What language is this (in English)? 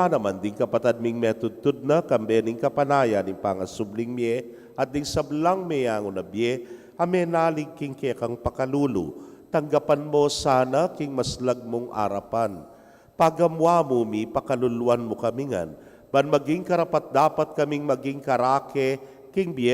Pampanga